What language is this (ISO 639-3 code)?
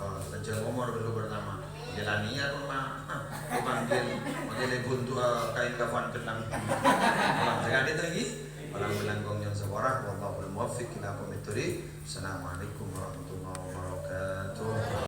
mad